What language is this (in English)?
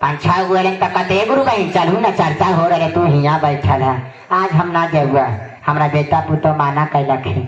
Magahi